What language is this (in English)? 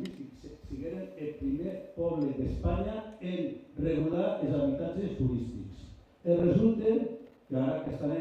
Occitan